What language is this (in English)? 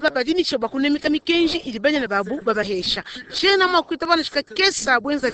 Luba-Lulua